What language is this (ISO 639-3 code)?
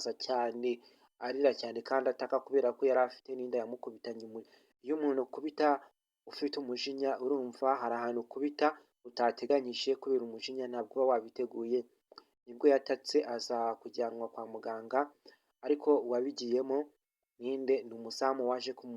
kin